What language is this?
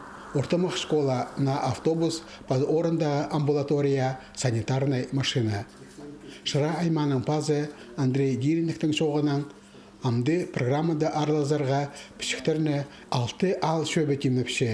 Khakas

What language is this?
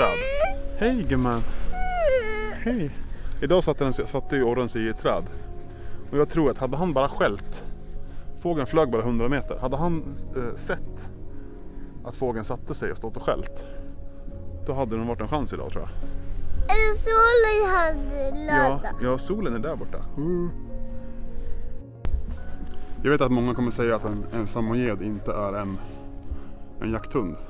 Swedish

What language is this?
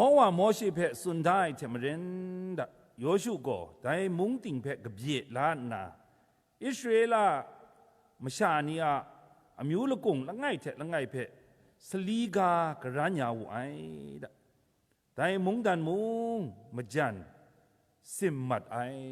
Kachin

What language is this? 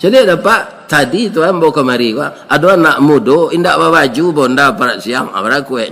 Minangkabau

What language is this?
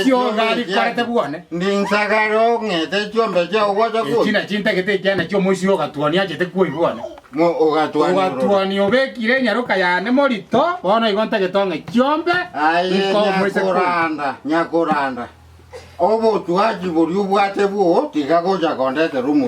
Gusii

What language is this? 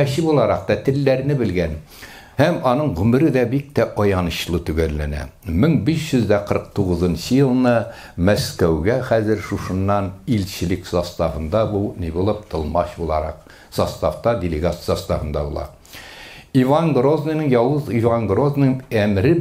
Tatar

